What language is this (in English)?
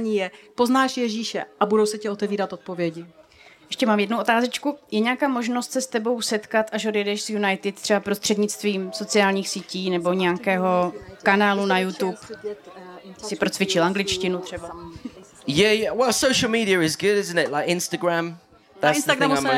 Czech